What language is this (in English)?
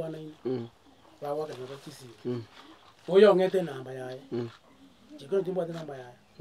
Gusii